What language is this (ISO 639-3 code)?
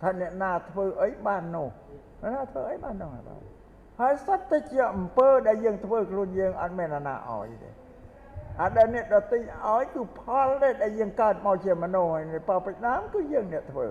khm